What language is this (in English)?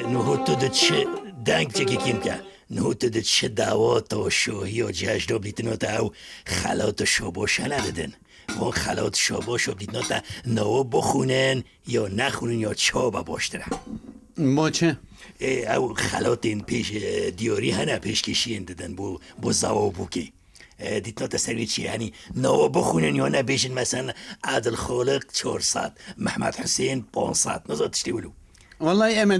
Kurdish